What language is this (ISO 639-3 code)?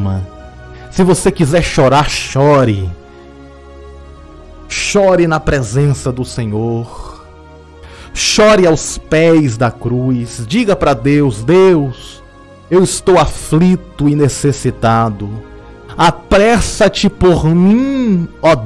por